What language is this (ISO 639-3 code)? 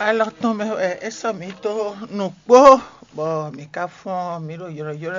fon